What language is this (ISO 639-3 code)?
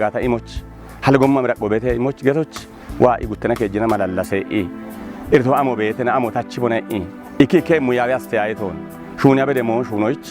kbr